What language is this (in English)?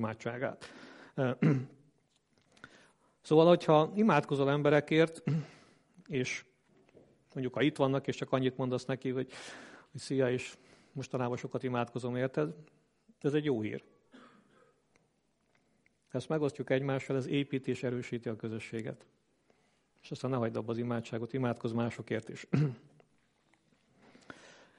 Hungarian